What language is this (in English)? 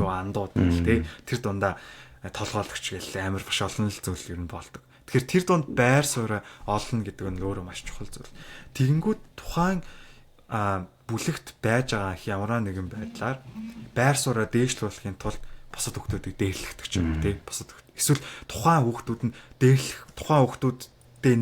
Mongolian